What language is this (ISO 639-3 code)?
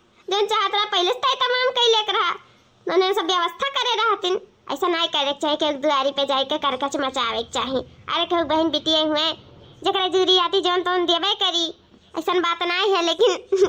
awa